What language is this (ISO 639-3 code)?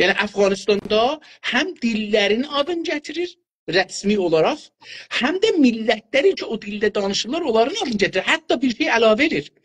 azb